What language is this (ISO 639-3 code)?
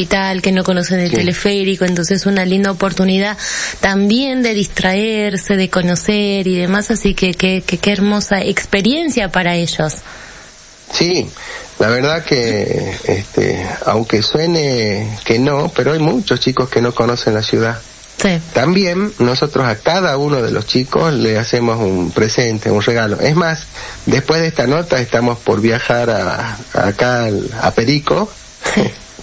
spa